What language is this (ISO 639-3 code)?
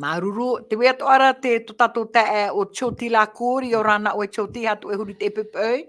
tah